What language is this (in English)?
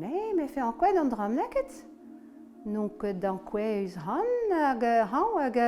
Breton